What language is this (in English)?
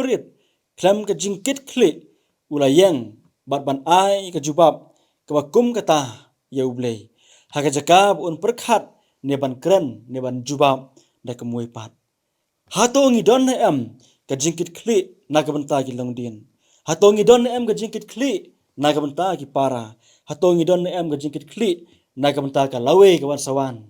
Khasi